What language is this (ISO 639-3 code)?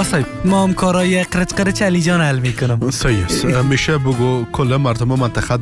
fas